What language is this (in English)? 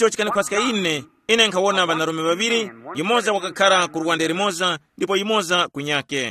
Tumbuka